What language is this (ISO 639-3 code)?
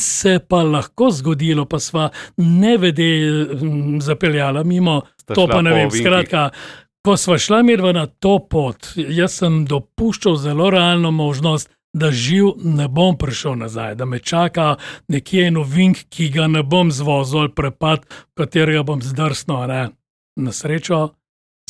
slv